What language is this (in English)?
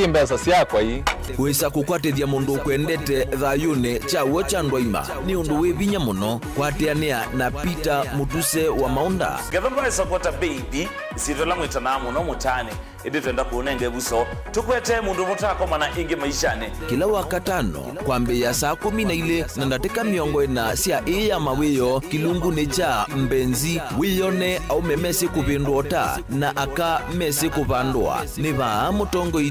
Kamba